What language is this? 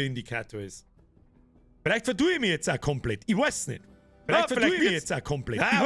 Bavarian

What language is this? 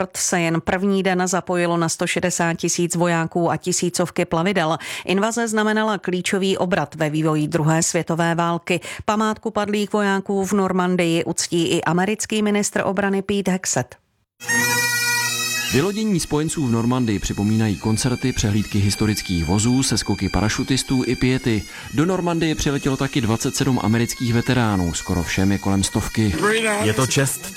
Czech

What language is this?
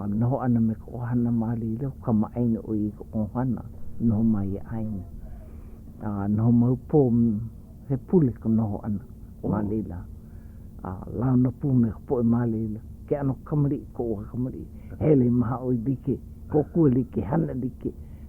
Hawaiian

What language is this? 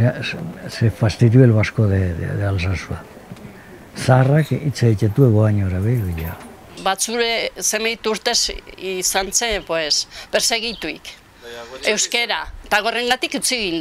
Basque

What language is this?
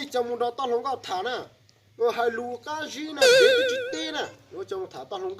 Hmong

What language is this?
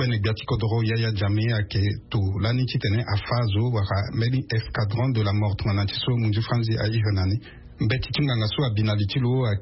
Sango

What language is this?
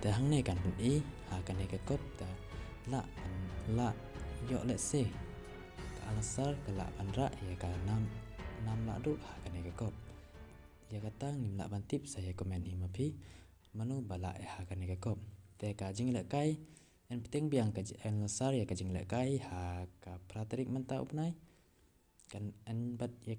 Khasi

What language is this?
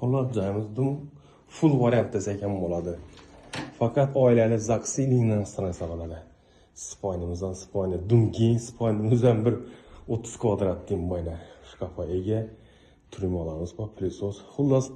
Uzbek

